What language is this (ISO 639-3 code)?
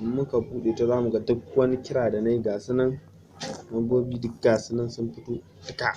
hau